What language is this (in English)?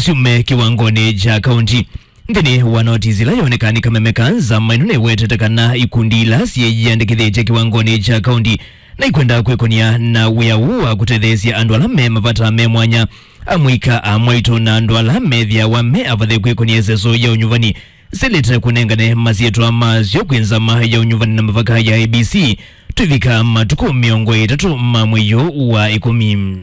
Kamba